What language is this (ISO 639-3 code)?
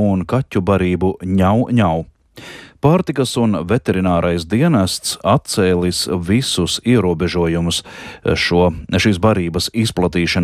lav